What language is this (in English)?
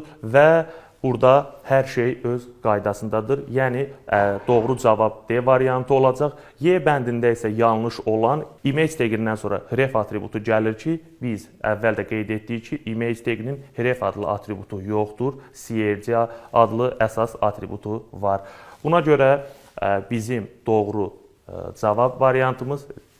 Azerbaijani